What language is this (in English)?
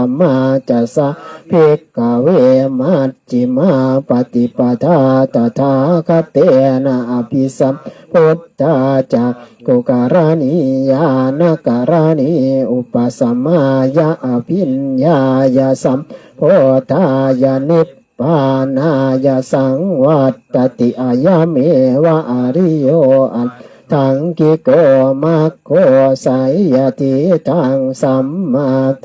Pali